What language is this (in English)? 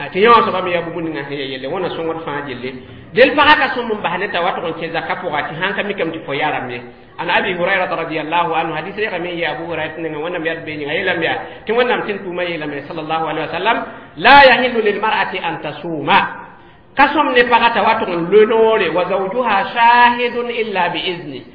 Mossi